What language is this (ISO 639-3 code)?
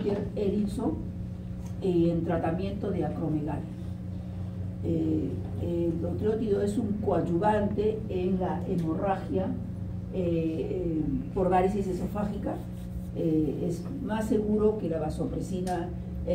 spa